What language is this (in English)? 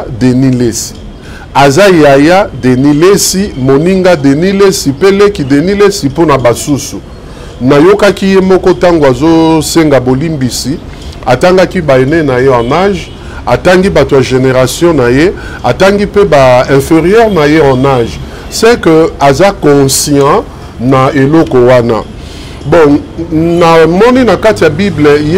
Lingala